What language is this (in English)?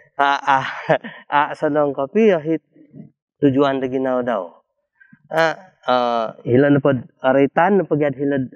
Central Dusun